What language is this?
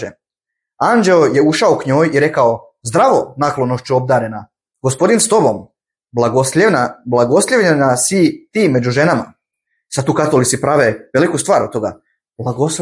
Bosnian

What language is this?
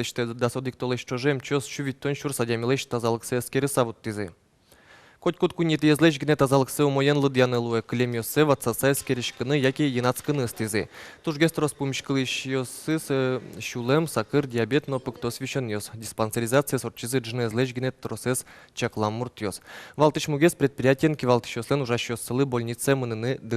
Udmurt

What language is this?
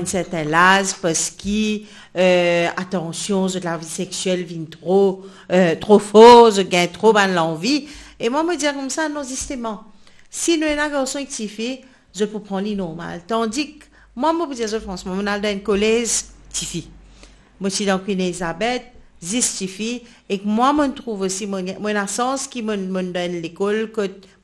Morisyen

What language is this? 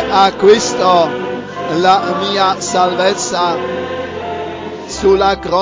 Italian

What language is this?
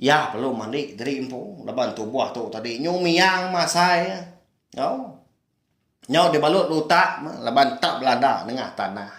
Iban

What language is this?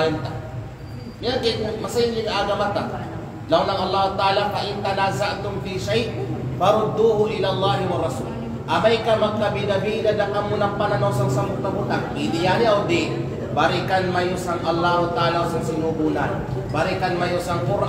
Kalagan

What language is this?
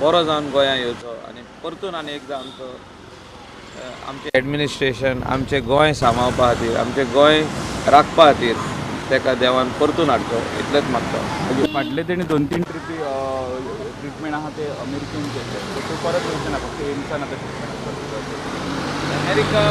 Konkani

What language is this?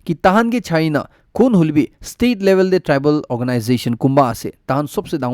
Naga Pidgin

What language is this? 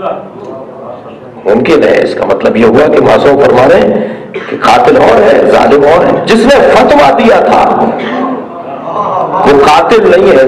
Urdu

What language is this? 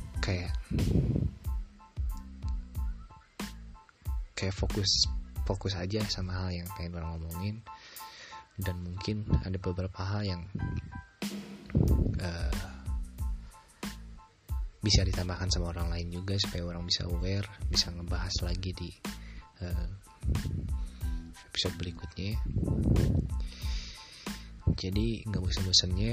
Indonesian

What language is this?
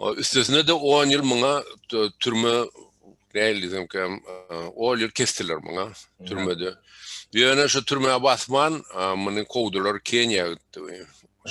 Turkmen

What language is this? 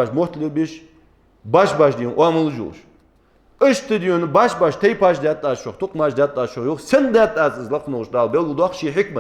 Ingush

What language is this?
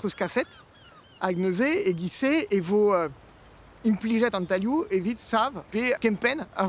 Breton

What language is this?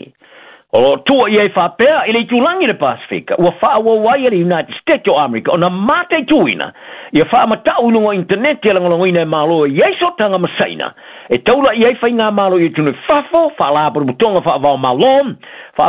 Samoan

